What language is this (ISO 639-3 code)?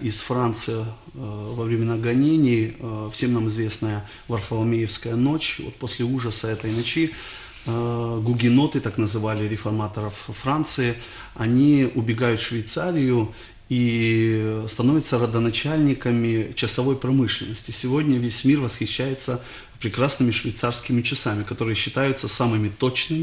rus